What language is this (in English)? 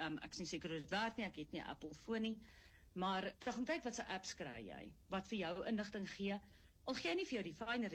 Afrikaans